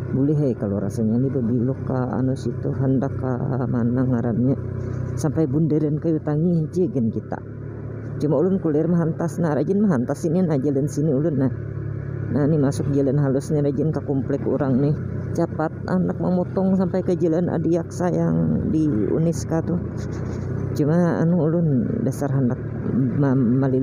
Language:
Banjar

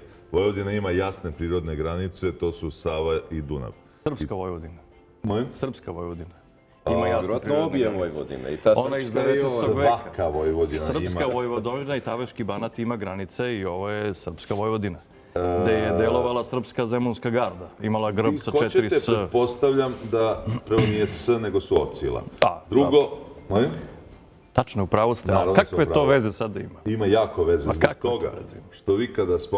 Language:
Serbian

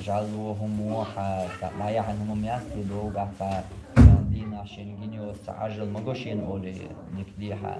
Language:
Chechen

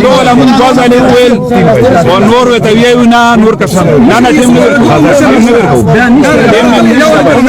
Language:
Pashto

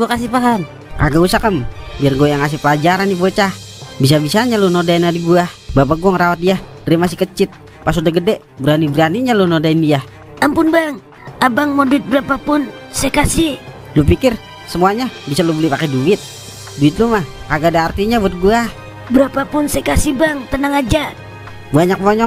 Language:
Betawi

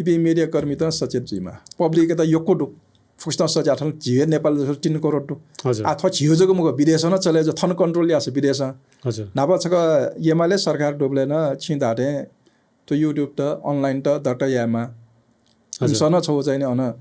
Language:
Newari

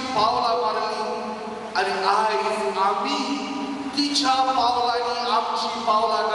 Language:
Konkani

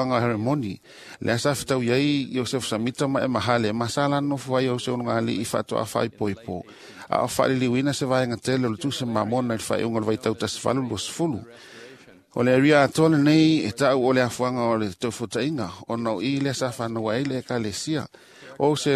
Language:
Samoan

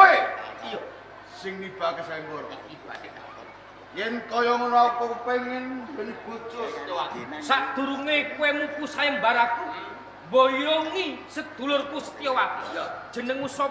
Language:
Javanese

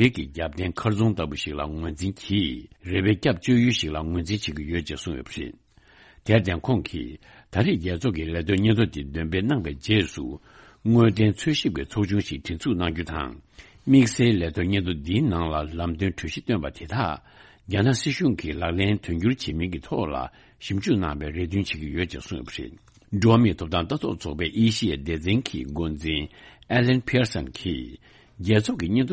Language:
Tibetan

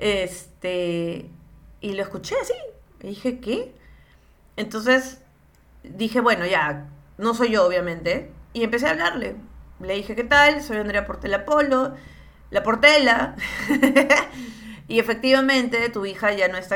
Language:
Spanish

